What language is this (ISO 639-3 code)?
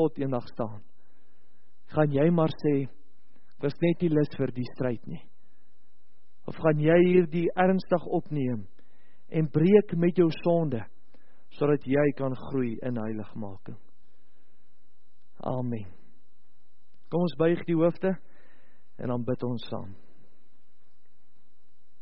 afr